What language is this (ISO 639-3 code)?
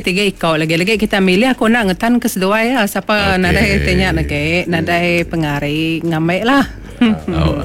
iba